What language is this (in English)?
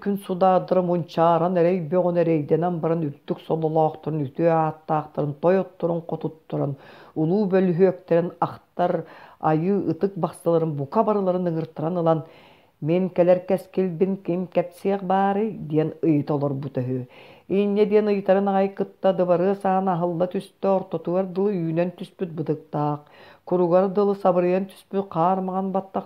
Yakut